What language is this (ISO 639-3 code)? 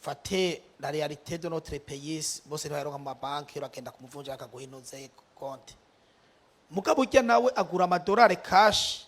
run